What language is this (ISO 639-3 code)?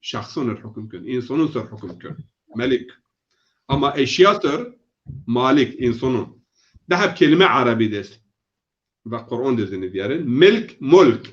zza